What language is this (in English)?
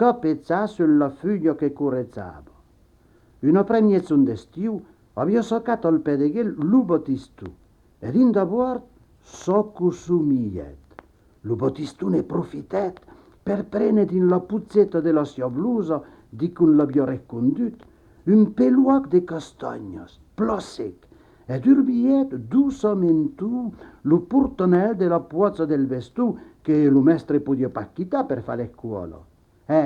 Occitan